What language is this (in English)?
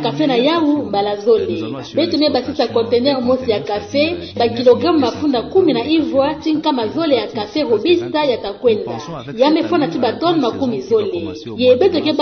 Kituba (Democratic Republic of Congo)